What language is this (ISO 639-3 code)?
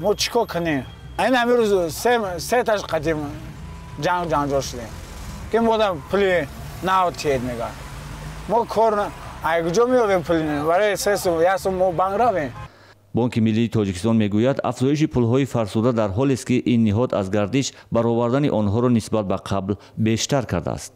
tgk